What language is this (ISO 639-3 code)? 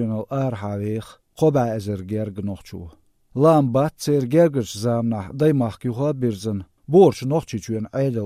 che